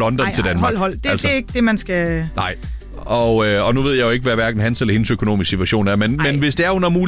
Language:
Danish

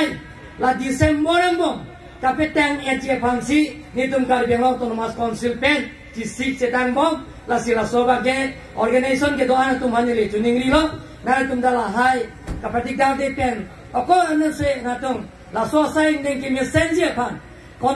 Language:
Karbi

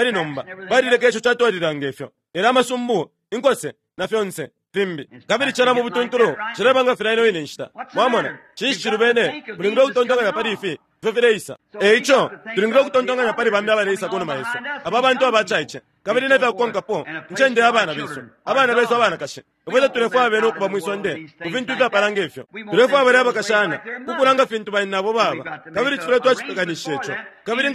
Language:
Bemba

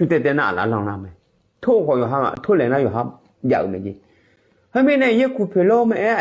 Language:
Akha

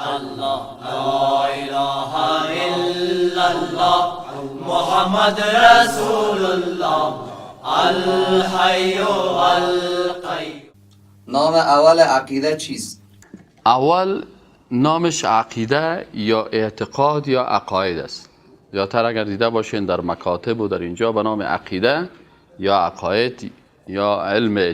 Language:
Persian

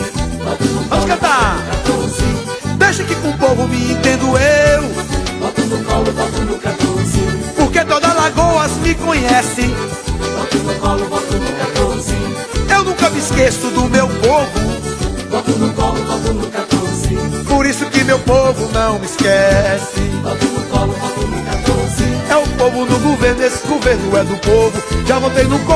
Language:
Portuguese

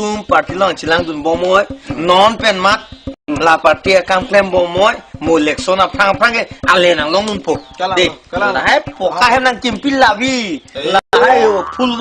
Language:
Karbi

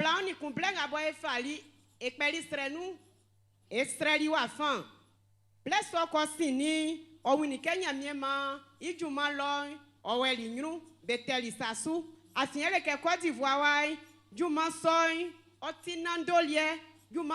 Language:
Baoulé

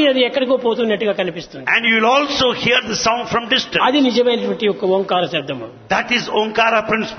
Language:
Telugu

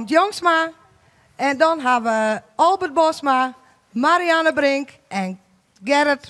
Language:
Western Frisian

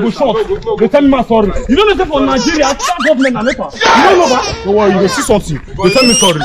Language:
Nigerian Pidgin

